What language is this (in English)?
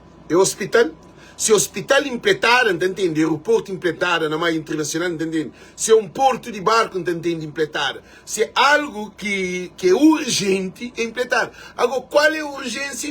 Kabuverdianu